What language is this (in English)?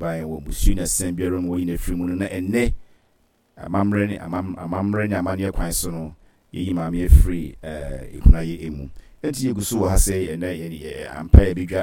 Akan